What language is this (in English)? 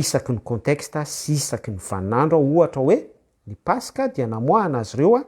Malagasy